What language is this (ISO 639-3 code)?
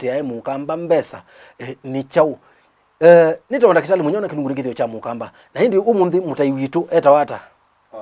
kam